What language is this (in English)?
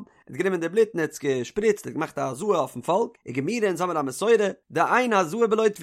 Yiddish